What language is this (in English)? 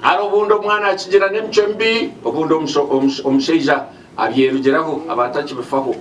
Nyankole